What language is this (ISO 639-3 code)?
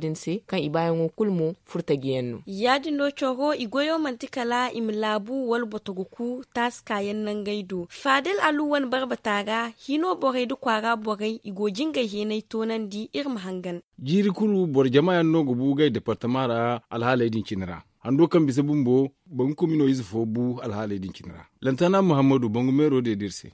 dje